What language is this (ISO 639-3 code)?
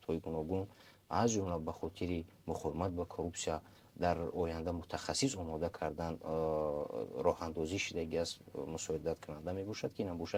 tgk